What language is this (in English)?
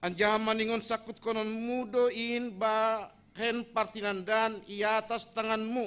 Batak Simalungun